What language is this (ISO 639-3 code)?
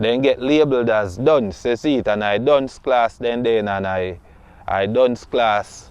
jam